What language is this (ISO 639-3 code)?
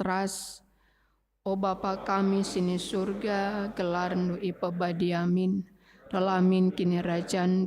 btx